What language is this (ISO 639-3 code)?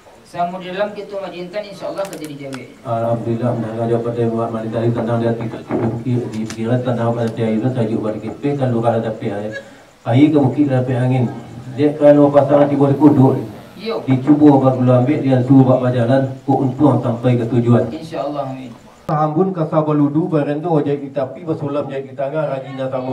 min